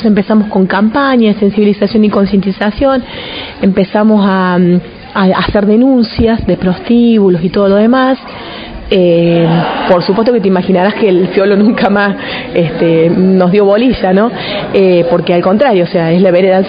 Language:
Spanish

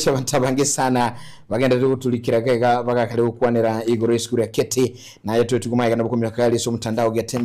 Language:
Gusii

